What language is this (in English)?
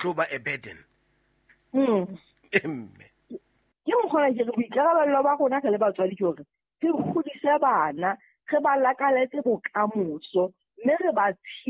Southern Sotho